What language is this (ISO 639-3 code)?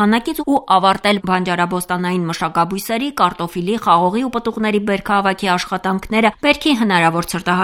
hye